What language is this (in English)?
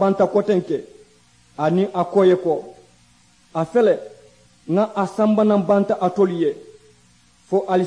Mandingo